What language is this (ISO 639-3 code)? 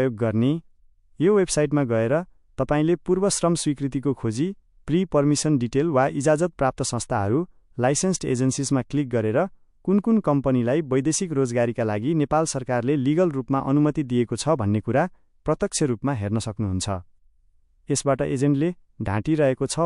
nep